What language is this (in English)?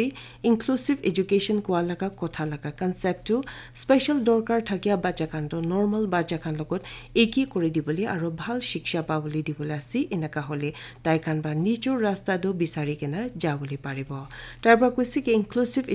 Naga Pidgin